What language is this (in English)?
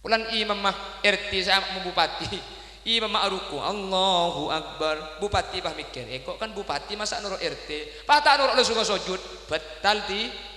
Madurese